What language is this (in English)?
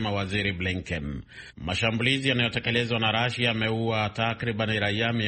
Swahili